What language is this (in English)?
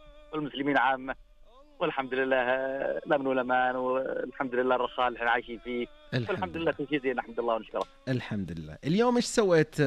Najdi Arabic